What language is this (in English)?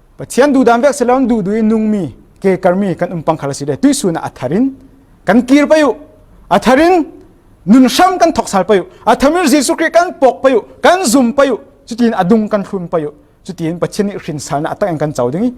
Falam Chin